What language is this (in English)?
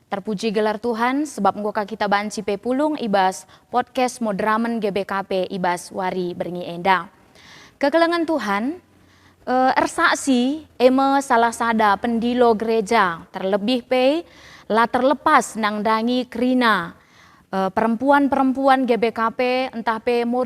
Batak Karo